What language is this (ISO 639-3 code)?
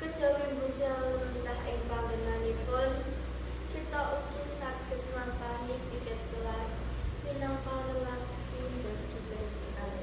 jav